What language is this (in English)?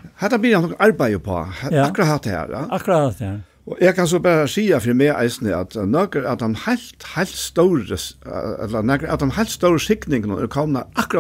Faroese